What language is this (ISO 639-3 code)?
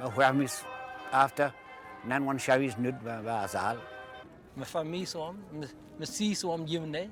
bre